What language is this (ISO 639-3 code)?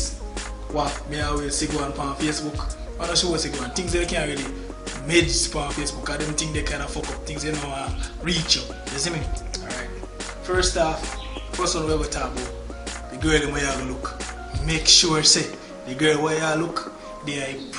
jam